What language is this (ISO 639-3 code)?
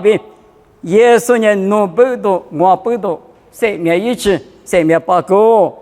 lis